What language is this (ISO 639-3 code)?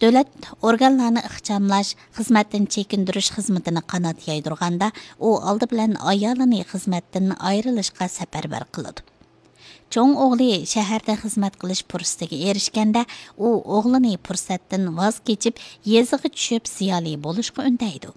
uig